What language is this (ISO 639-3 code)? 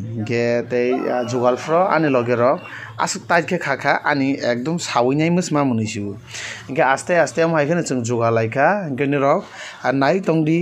trp